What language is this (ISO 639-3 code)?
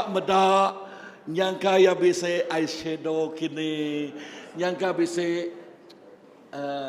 iba